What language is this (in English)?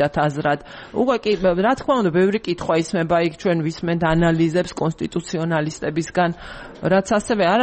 Georgian